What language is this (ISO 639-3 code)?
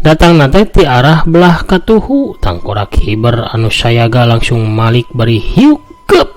sun